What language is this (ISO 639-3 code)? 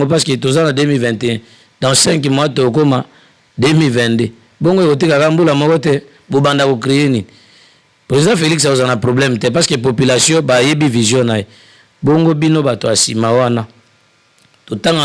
lin